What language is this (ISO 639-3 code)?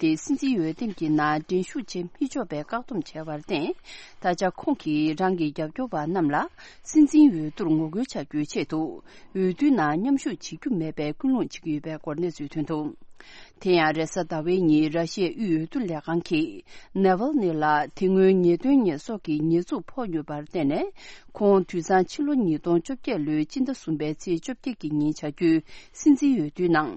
bod